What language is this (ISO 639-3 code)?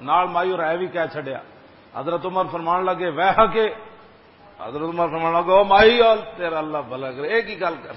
lah